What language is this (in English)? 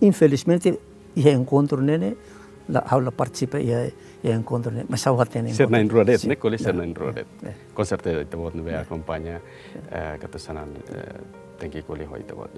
Tetum